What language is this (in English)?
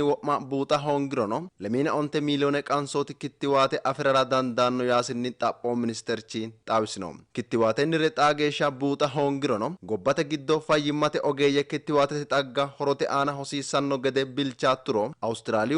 Sidamo